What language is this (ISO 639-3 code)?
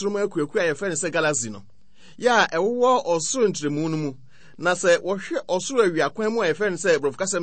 aka